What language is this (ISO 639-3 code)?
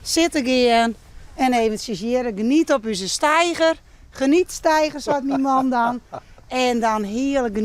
fry